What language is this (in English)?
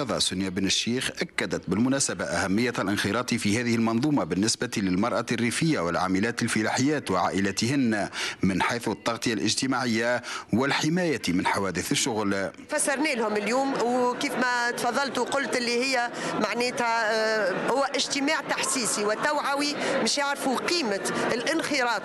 Tunisian Arabic